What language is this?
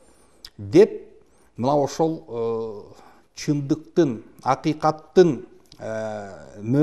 Kyrgyz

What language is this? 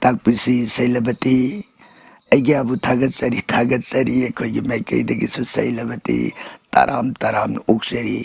Manipuri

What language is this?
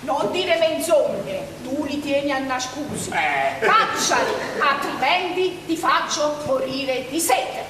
Neapolitan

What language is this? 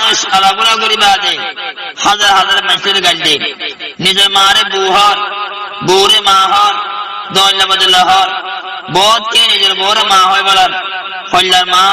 Rohingya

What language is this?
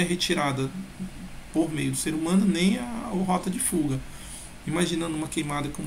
Portuguese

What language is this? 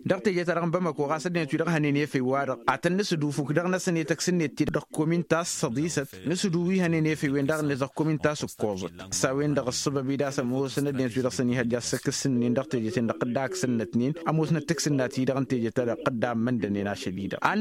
Tamasheq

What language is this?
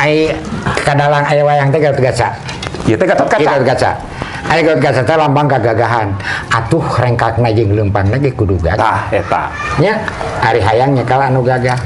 Sundanese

